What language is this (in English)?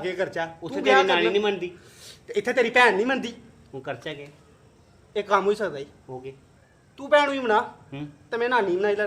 Dogri